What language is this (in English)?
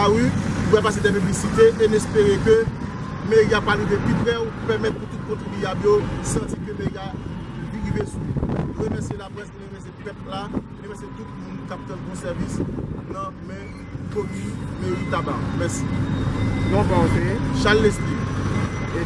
Haitian Creole